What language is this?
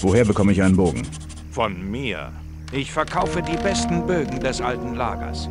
Bavarian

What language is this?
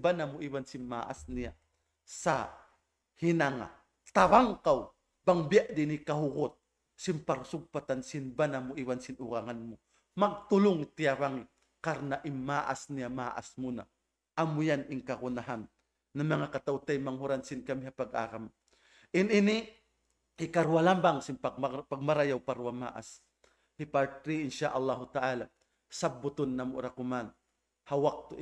Tausug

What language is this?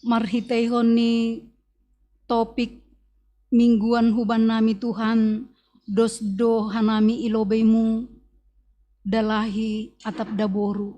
Batak Simalungun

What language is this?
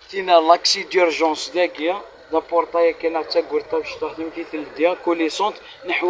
Kabyle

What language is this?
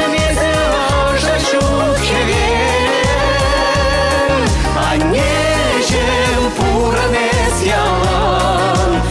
Chuvash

